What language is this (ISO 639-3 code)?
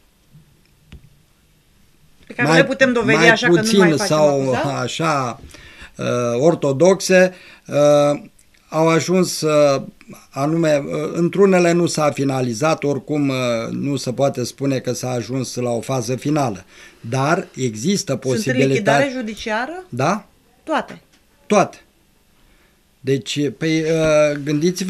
ron